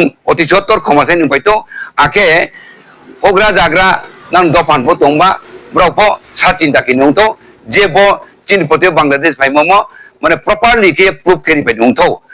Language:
Riang (India)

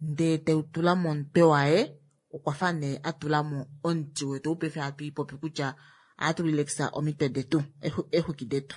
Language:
Kuanyama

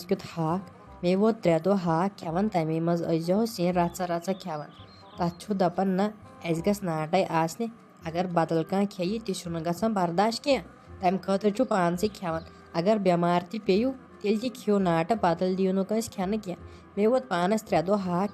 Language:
Kashmiri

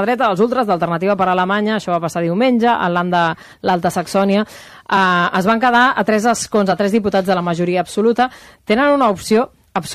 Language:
Catalan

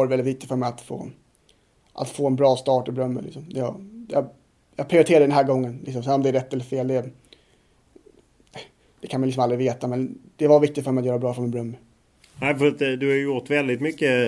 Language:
Swedish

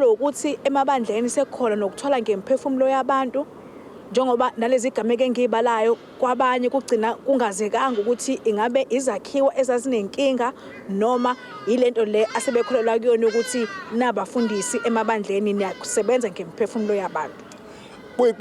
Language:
Zulu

